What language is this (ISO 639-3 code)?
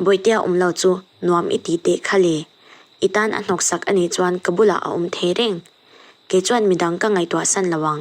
lus